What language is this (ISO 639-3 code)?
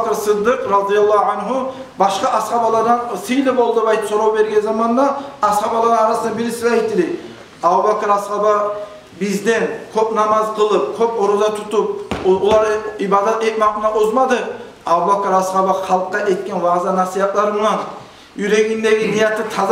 kum